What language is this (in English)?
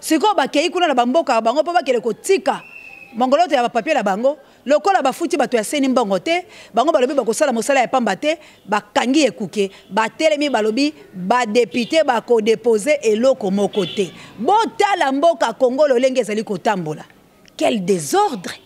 Lingala